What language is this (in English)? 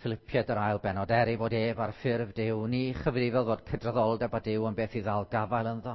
Welsh